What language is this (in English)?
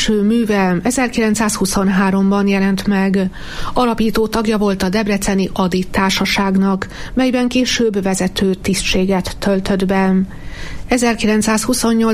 Hungarian